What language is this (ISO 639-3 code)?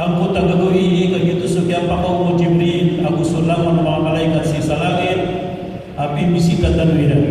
mrw